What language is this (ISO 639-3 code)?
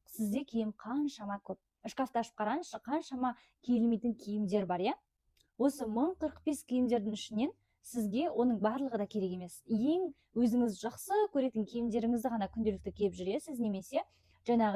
kaz